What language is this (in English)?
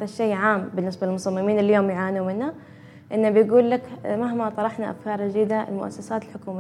Gulf Arabic